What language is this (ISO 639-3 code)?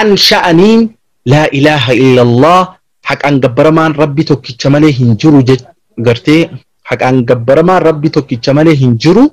orm